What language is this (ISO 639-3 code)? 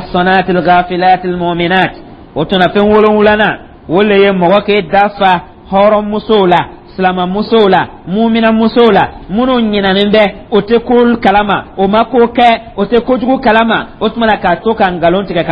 dyu